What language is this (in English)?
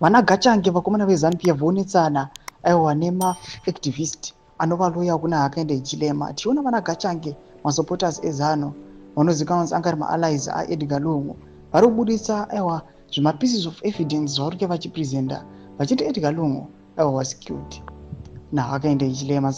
Shona